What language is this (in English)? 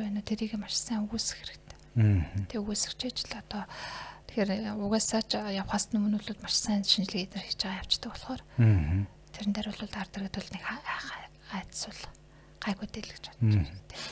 Mongolian